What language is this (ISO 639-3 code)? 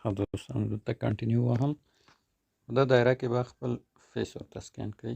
pus